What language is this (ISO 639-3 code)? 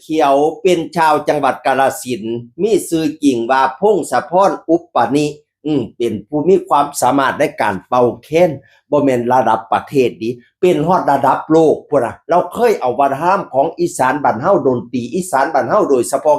lao